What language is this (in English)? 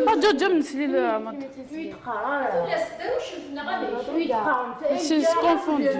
Kabyle